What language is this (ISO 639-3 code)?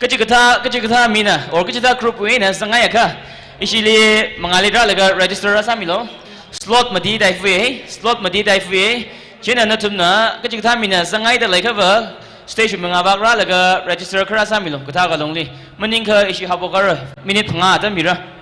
nmf